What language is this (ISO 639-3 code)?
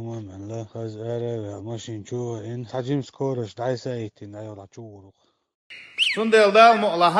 che